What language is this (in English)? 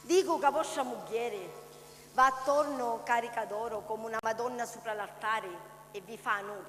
Sicilian